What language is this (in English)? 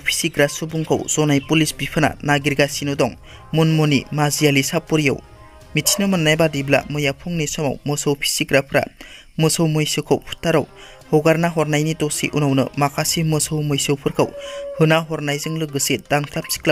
Bodo